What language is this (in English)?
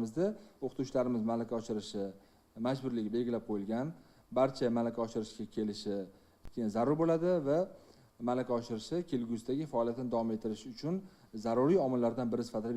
Uzbek